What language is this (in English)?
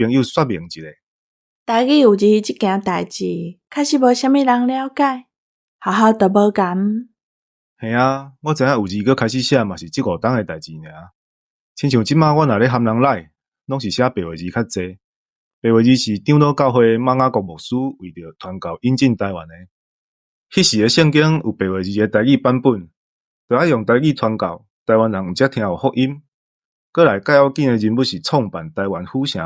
Min Nan Chinese